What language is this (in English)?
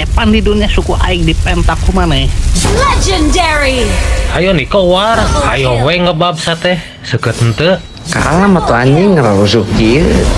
Sundanese